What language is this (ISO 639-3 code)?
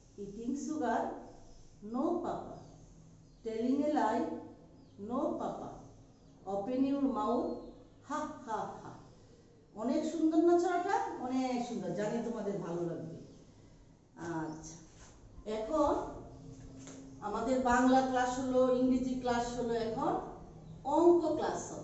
ben